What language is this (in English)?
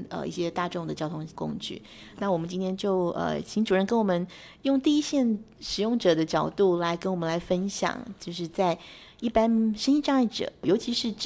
Chinese